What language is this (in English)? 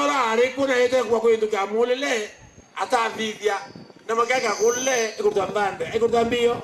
Meru